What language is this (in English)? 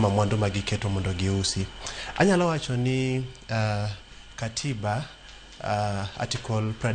Luo (Kenya and Tanzania)